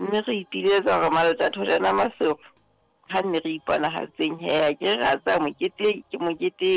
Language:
Southern Sotho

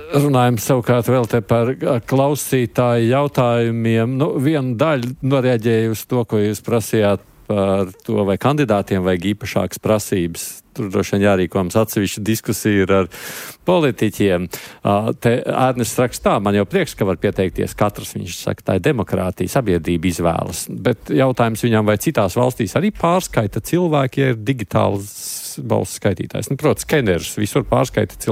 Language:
Latvian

